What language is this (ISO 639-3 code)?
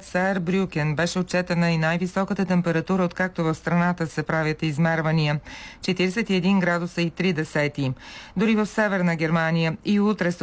bul